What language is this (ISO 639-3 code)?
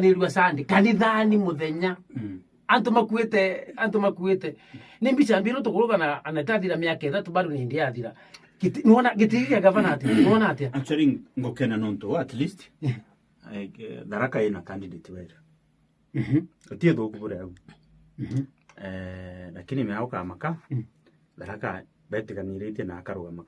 mer